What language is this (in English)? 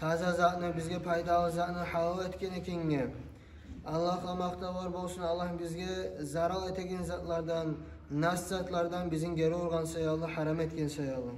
Kumyk